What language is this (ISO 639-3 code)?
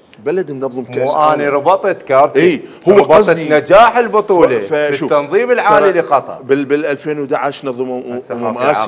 acm